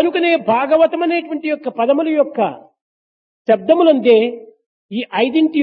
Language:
Telugu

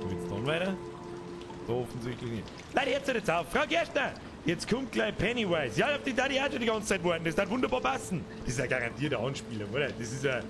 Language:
Bavarian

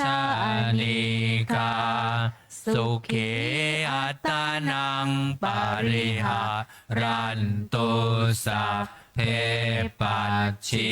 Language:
Pali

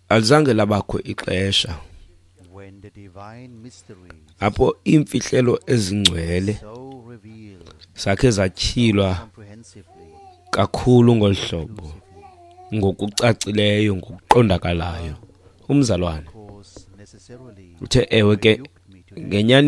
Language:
Xhosa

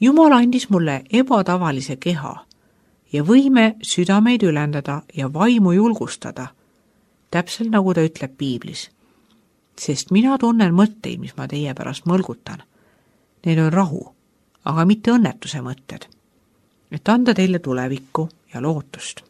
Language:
Estonian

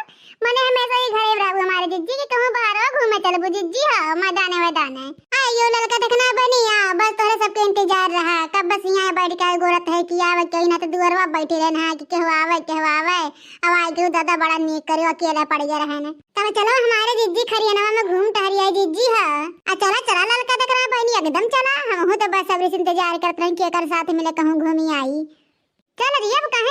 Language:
Awadhi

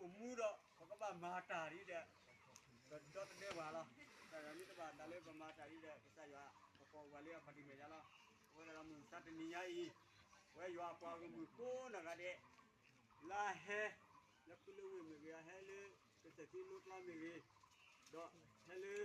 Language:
S'gaw Karen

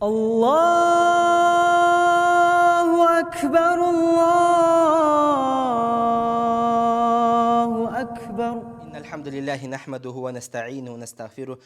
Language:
Bashkir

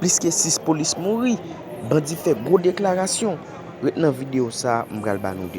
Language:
Haitian Creole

